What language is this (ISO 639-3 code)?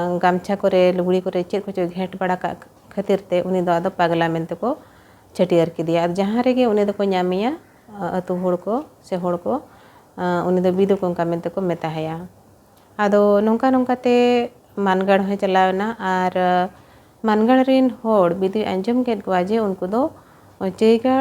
sat